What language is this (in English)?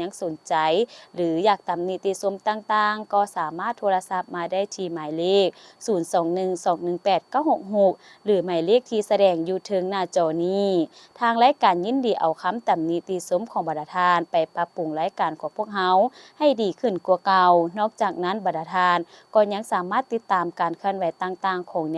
Lao